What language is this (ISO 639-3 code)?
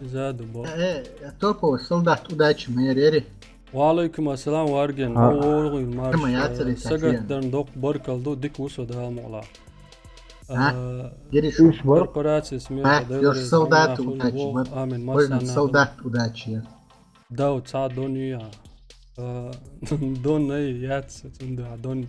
che